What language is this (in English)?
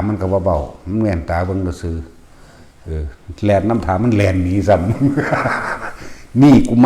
Northeastern Thai